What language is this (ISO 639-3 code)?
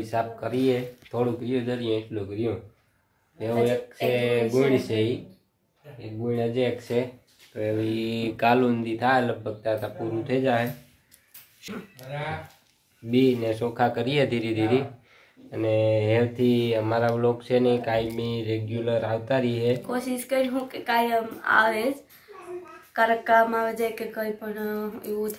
guj